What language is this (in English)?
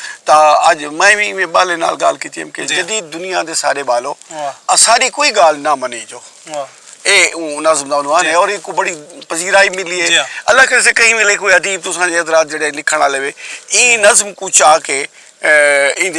Saraiki